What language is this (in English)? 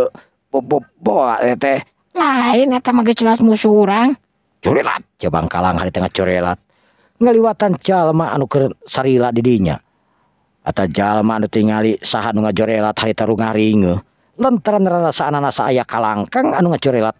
Sundanese